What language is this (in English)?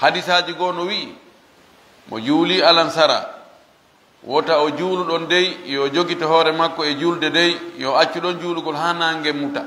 Fula